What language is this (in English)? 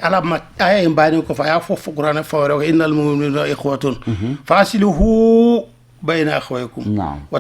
Bambara